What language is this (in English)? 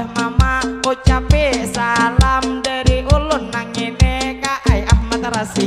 Banjar